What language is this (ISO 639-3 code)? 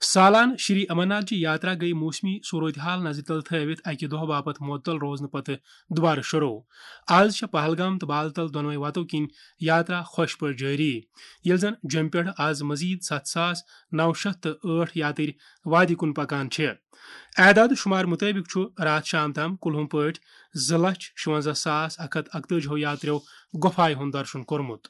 kas